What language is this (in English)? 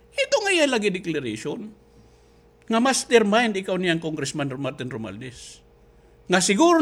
Waray